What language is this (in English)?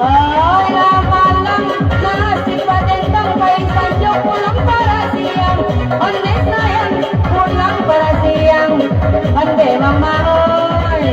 Minangkabau